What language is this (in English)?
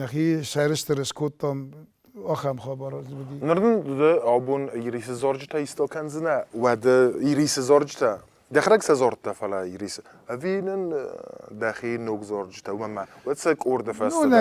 Ossetic